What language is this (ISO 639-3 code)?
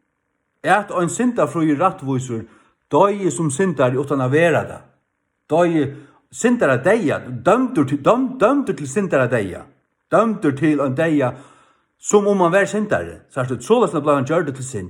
fao